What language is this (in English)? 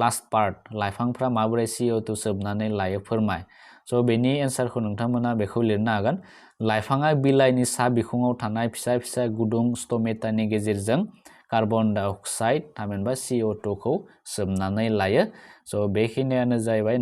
Bodo